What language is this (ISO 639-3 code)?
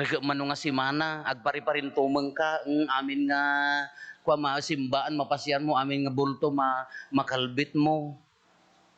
ilo